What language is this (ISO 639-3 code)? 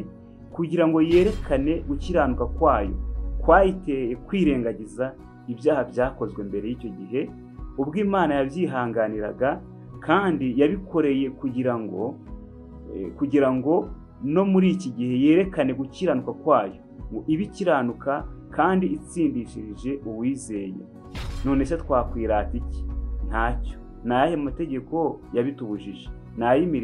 kin